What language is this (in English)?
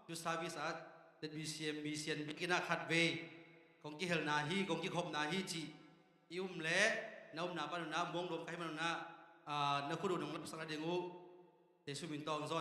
Tedim Chin